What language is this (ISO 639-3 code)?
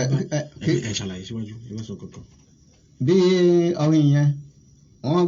yor